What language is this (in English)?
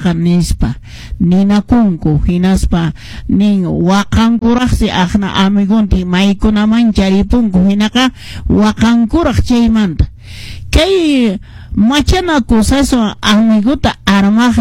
Quechua